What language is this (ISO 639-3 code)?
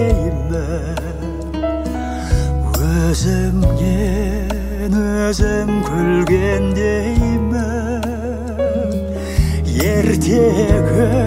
kaz